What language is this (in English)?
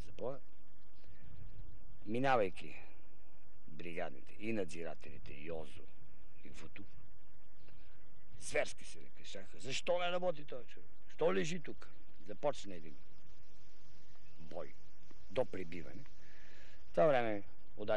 Bulgarian